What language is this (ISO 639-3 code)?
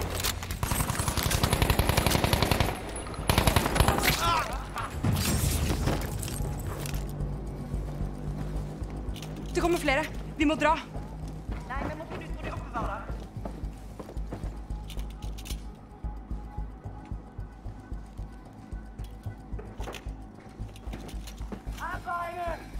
nor